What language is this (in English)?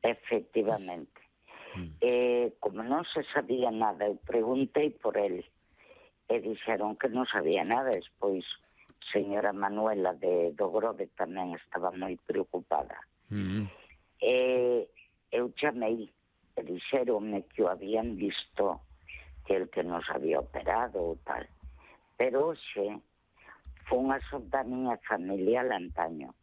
Galician